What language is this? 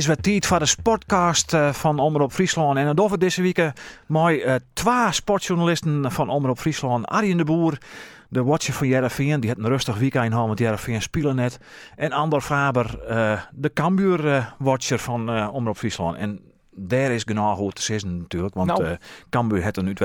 Western Frisian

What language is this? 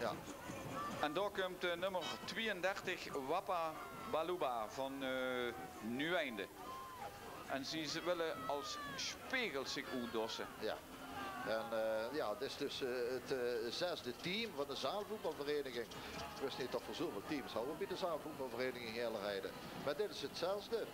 Limburgish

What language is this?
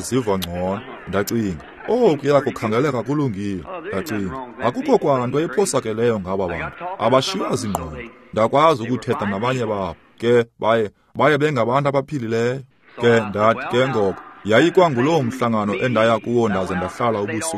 Xhosa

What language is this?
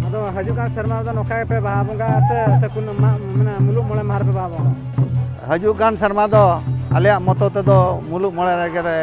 Santali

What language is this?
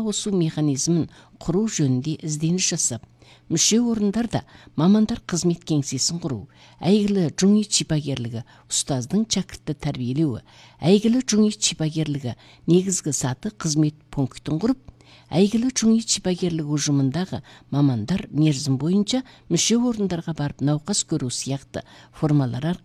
Kazakh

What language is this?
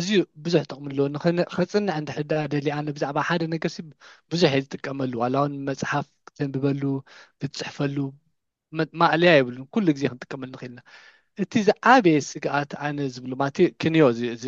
Tigrinya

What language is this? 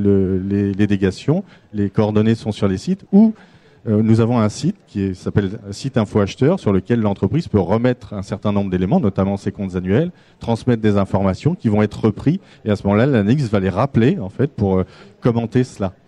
French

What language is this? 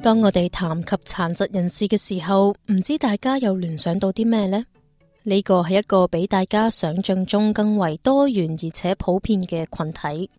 Cantonese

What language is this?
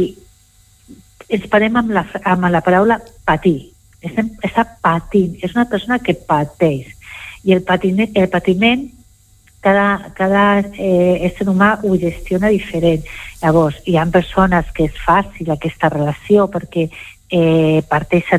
Catalan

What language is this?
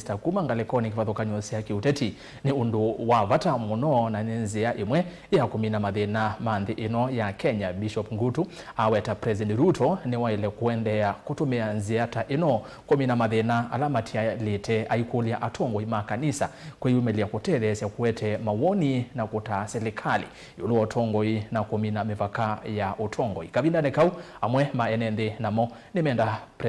Kamba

